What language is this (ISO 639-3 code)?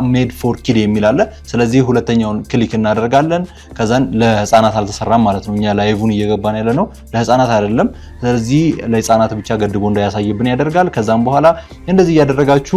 amh